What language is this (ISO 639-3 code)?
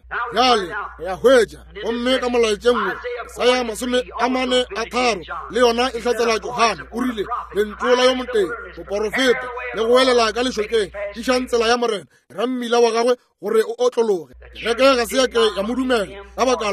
nso